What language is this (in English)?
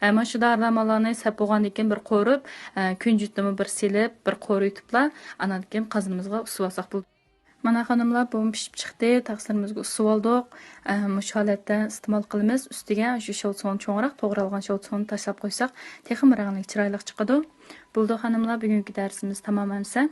Uyghur